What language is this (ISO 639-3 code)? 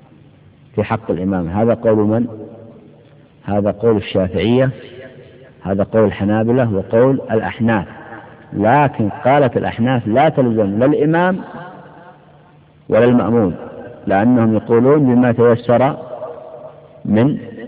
ara